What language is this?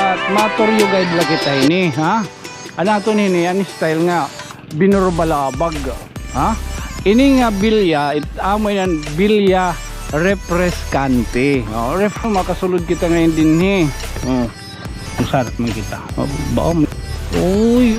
Waray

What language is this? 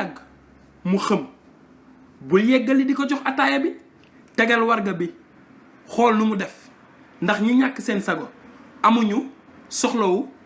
Wolof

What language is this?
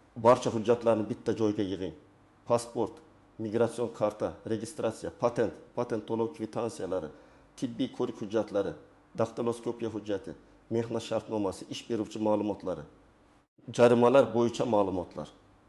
Uzbek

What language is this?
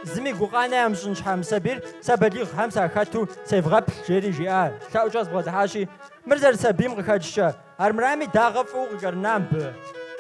Kabardian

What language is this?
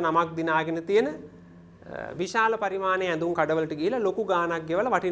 Sinhala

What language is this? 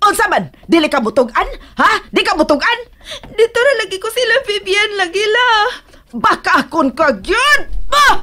Cebuano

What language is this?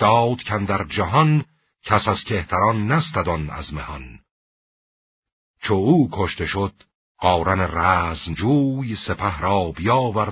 Persian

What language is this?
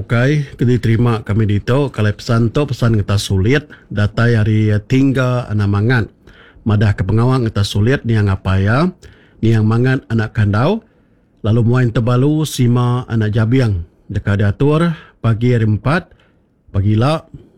Iban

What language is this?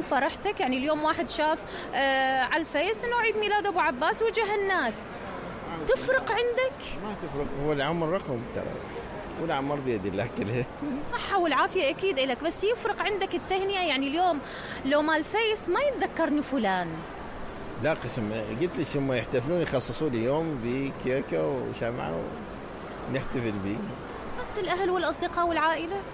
Mesopotamian Arabic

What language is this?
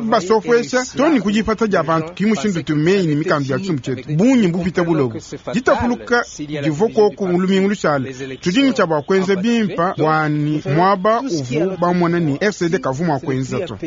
Luba-Lulua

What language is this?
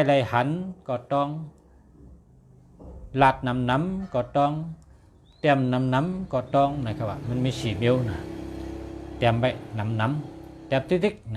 Shan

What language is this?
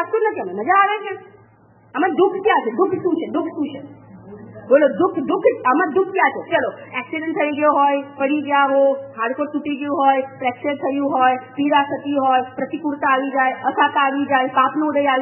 Gujarati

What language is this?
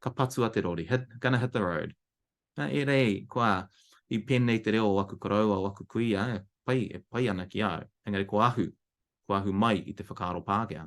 Māori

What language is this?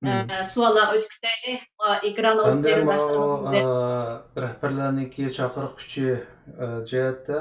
Uyghur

